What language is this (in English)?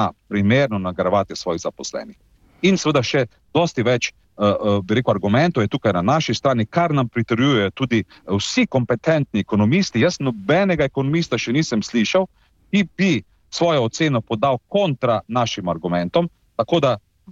Slovenian